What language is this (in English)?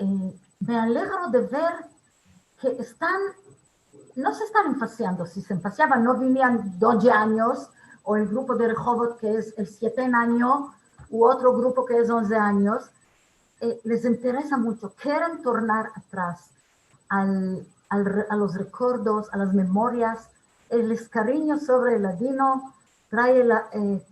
Ladino